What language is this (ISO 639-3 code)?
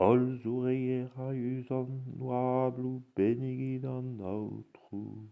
bre